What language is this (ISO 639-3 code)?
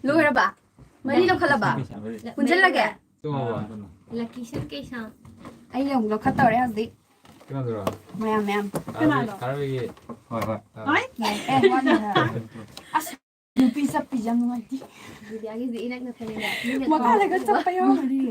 mni